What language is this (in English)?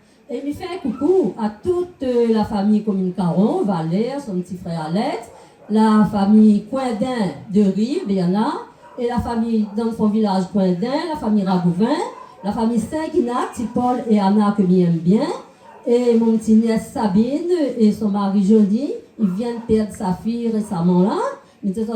Réunion Creole French